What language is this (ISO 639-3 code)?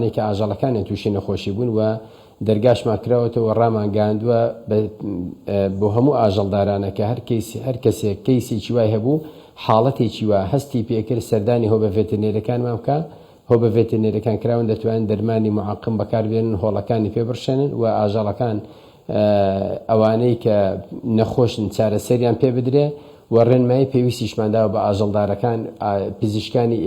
ckb